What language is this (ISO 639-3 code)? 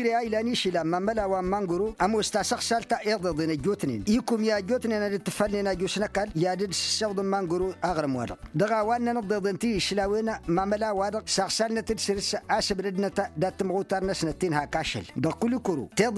taq